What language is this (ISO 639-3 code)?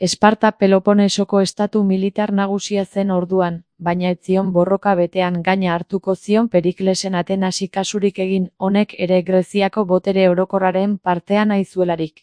eus